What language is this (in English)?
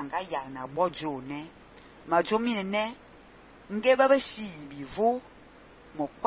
Fang